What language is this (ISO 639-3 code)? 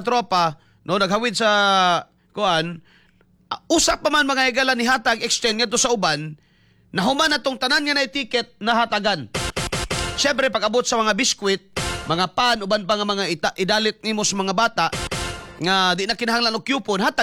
ceb